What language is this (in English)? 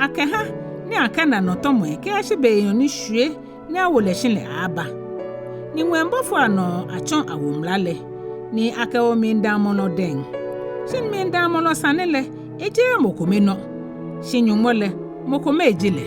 Ga